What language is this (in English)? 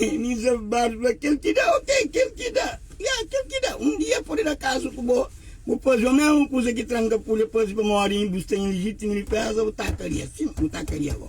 Kabuverdianu